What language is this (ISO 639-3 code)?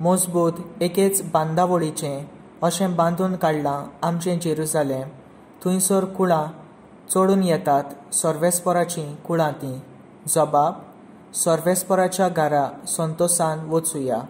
kok